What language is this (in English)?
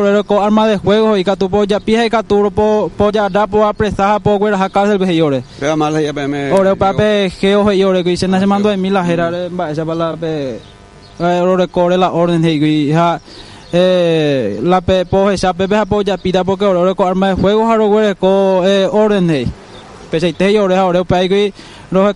Guarani